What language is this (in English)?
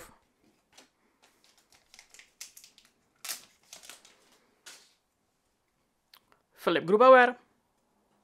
Czech